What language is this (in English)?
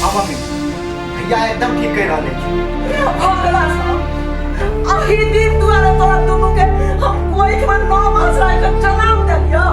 Maithili